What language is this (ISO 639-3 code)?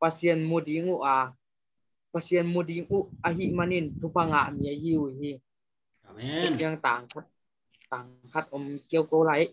ctd